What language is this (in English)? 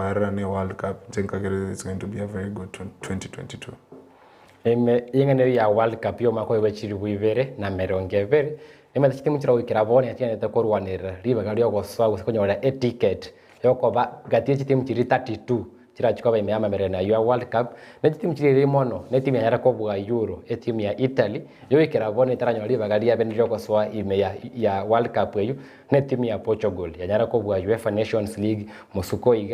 Gusii